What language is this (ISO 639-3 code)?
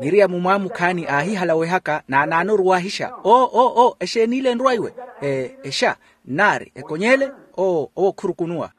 vmw